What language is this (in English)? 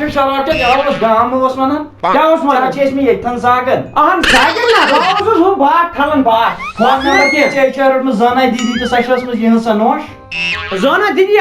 Kashmiri